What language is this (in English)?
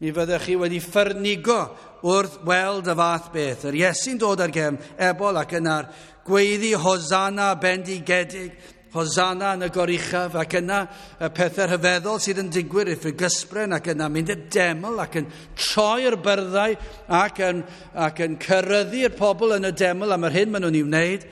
Welsh